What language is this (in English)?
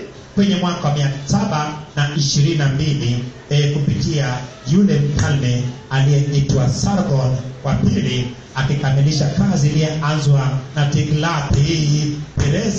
Swahili